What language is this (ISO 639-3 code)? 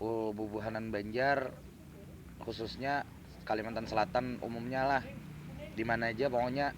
bjn